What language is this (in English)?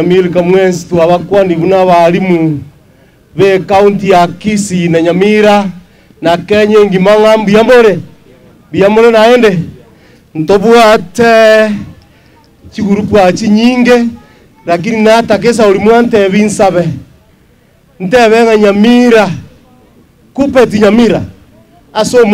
Gusii